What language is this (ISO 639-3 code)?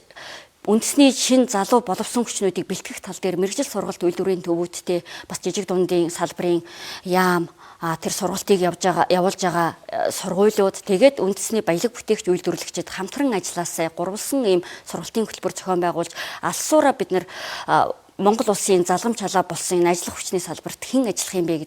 mon